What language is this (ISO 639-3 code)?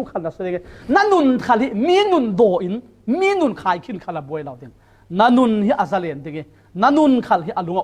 cfm